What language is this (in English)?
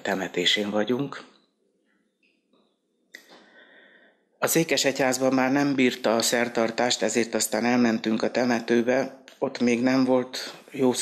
Hungarian